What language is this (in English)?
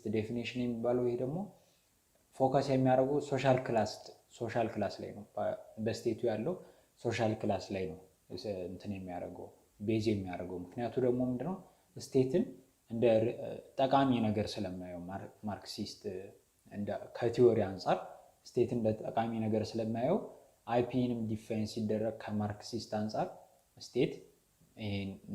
Amharic